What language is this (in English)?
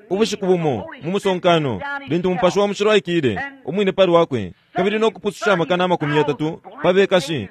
Bemba